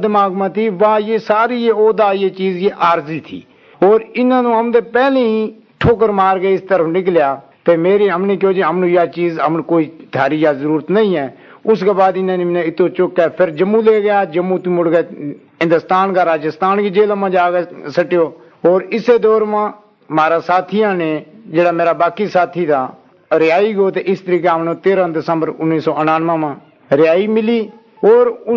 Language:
Gujari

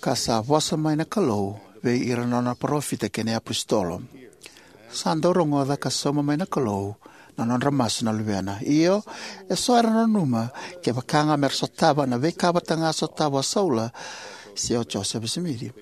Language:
Fijian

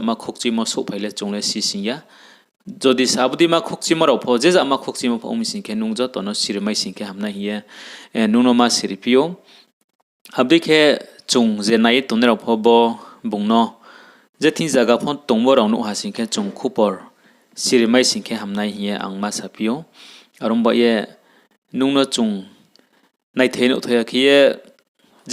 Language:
Riang (India)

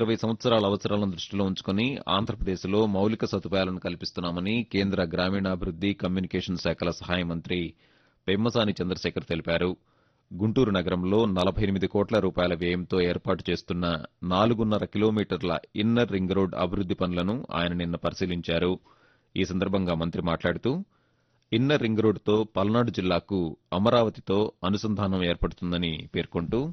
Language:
Telugu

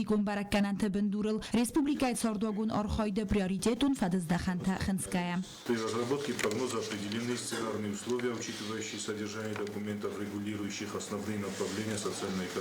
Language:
Ossetic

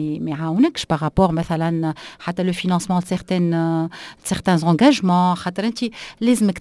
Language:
Tunisian Arabic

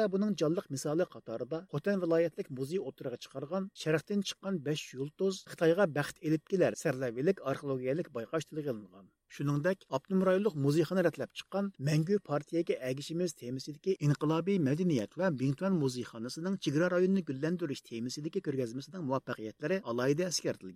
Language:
Uyghur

